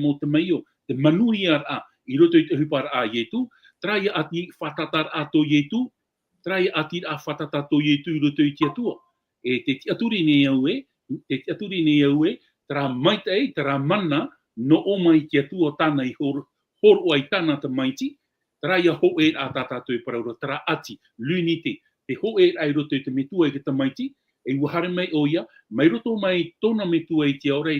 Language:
Tahitian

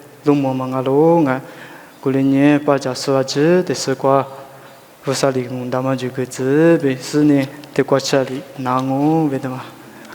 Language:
Lisu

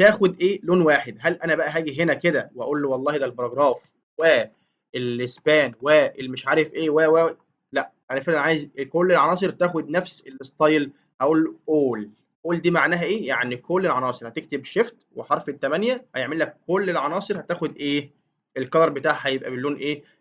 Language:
Egyptian Arabic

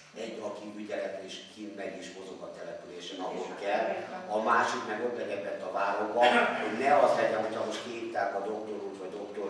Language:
Hungarian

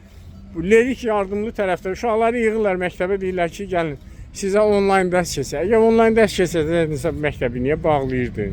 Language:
Azerbaijani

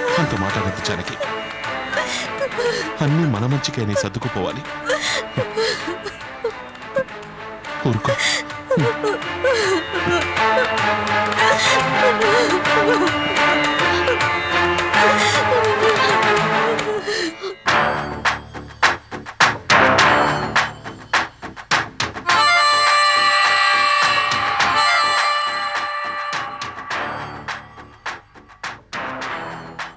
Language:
Telugu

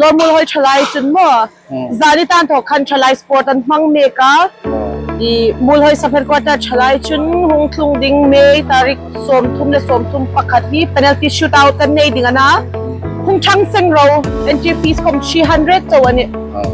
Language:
Hmar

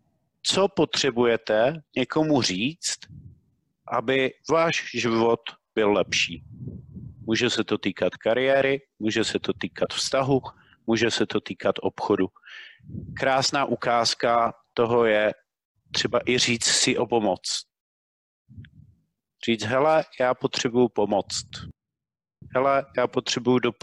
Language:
Czech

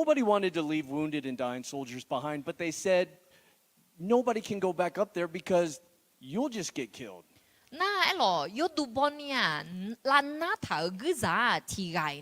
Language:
Akha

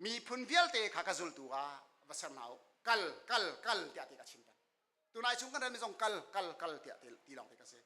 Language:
Hakha Chin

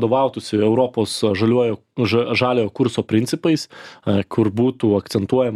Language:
Lithuanian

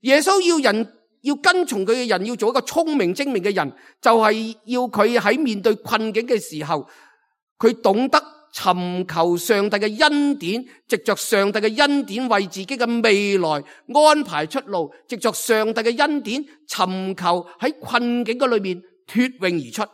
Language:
Cantonese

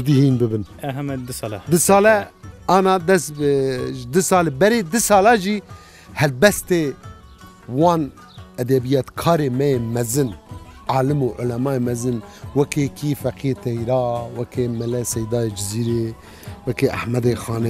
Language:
Kurdish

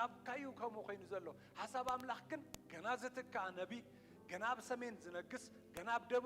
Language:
Tigrinya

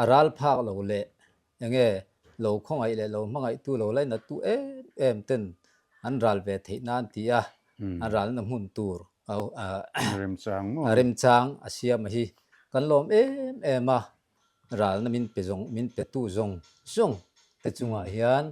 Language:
Mizo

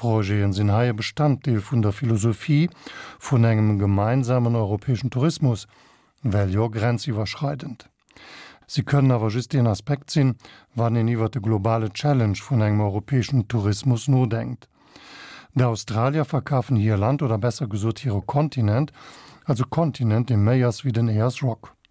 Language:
Luxembourgish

